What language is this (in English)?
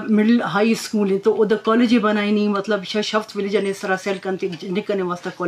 Eastern Balochi